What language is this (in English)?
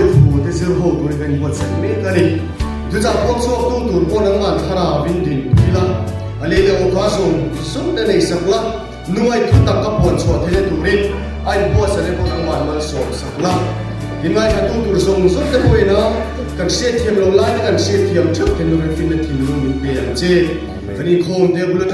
Mizo